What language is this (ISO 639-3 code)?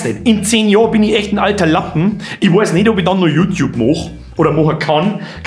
bar